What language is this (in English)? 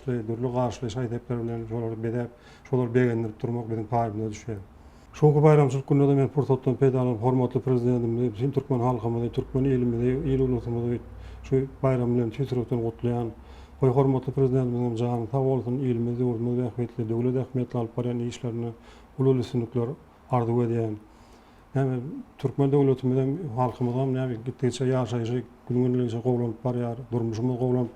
Turkmen